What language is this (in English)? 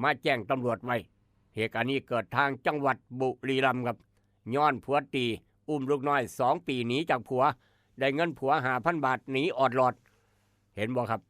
Northeastern Thai